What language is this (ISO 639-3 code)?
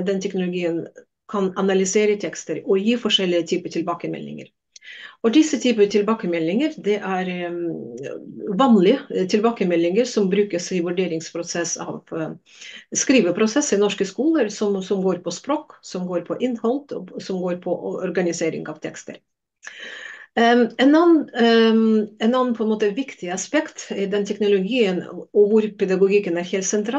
nor